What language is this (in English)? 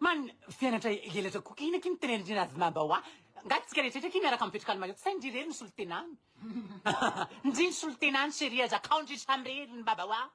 Malagasy